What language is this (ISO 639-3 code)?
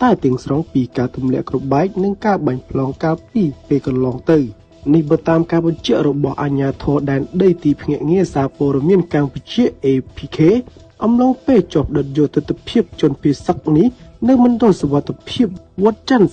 khm